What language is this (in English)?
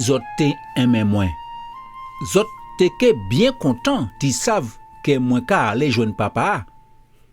Guadeloupean Creole French